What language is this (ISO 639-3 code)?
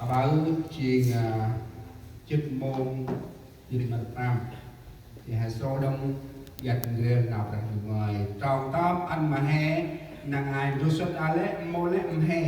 cmo